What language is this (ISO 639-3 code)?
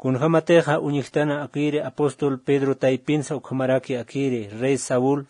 aym